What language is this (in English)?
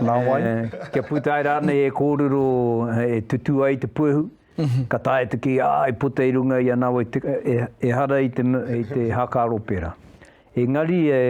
Māori